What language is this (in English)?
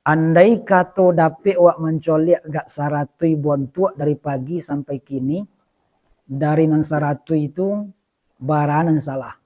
Minangkabau